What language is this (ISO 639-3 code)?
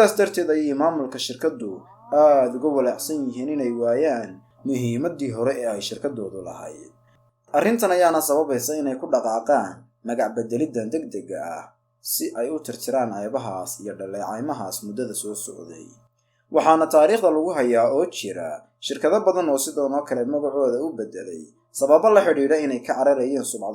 som